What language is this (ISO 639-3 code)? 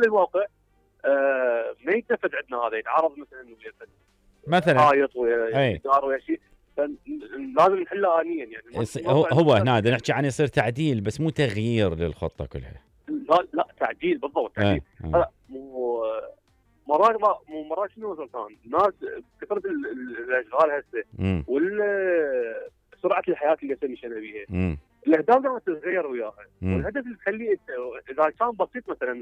acm